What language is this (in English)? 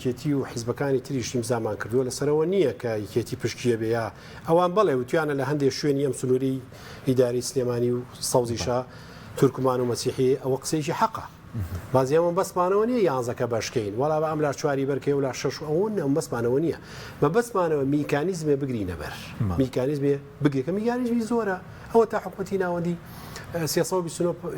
Central Kurdish